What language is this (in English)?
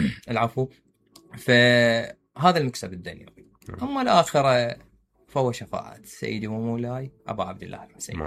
Mesopotamian Arabic